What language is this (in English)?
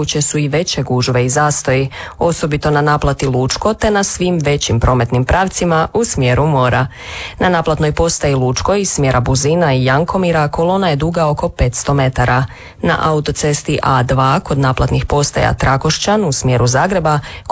Croatian